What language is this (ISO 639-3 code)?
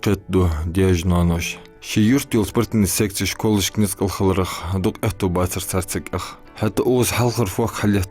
inh